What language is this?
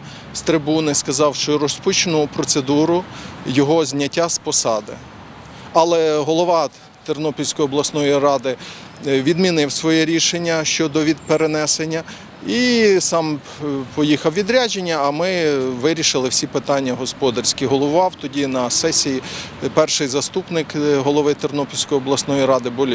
Ukrainian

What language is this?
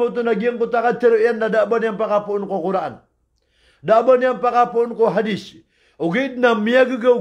Maranao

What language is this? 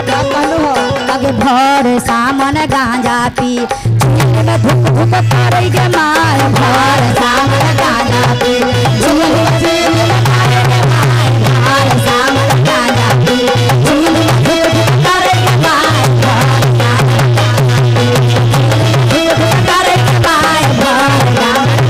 Magahi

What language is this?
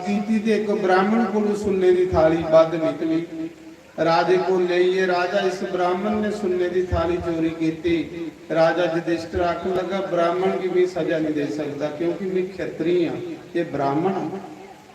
Dogri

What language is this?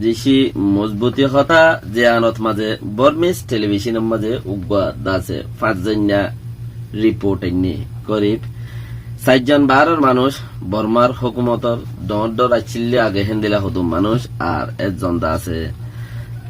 Rohingya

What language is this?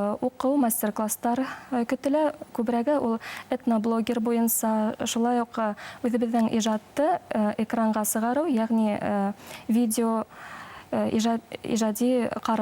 Bashkir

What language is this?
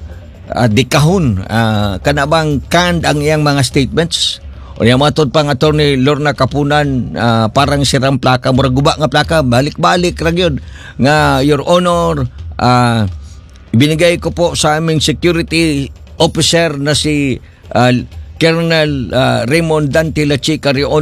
Cebuano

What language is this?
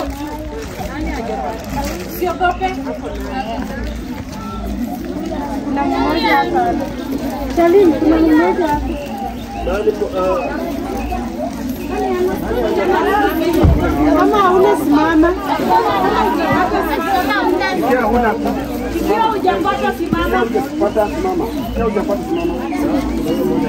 Swahili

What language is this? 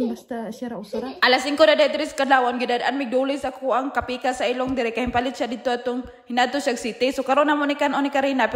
Cebuano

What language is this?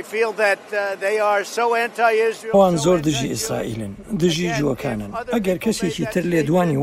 Central Kurdish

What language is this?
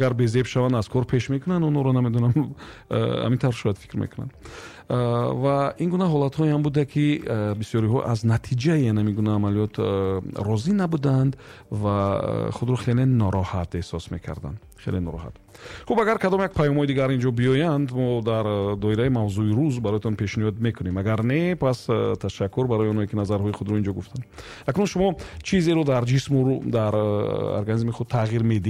Tajik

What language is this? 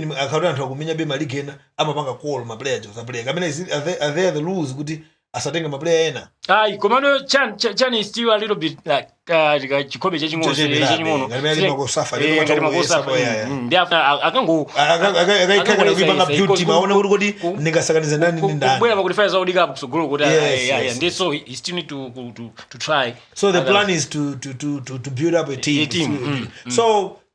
Nyanja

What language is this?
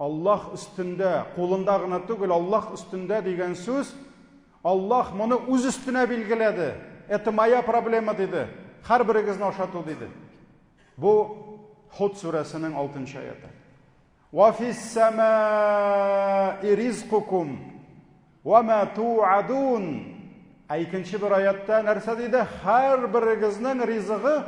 Tatar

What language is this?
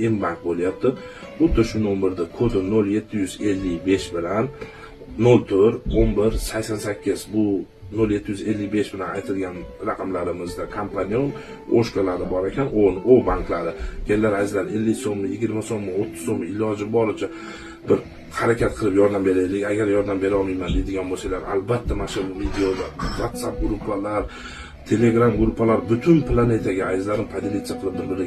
Uzbek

